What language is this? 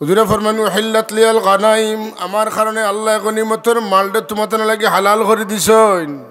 Sylheti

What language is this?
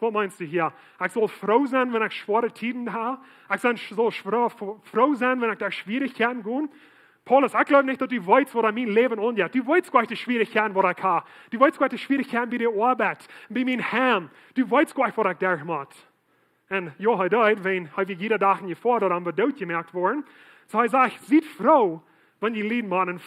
Plautdietsch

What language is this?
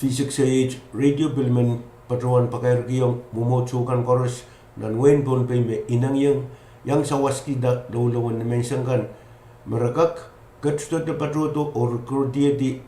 Pohnpeian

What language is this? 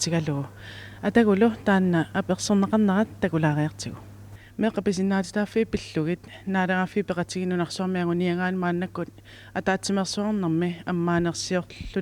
Kalaallisut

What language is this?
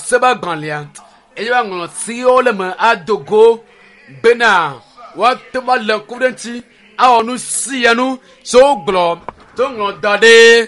Ewe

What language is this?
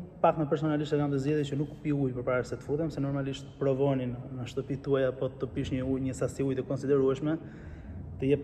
Albanian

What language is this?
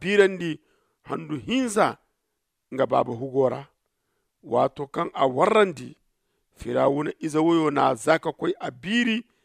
Zarma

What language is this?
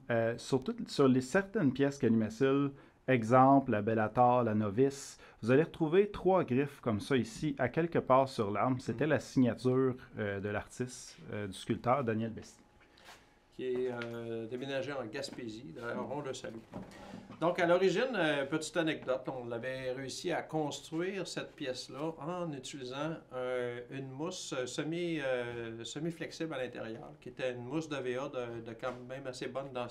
French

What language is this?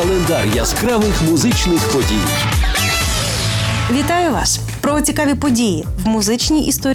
Ukrainian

